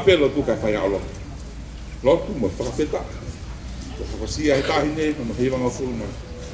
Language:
Tongan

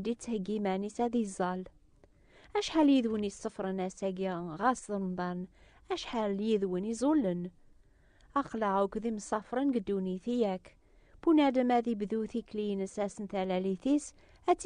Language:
Kabyle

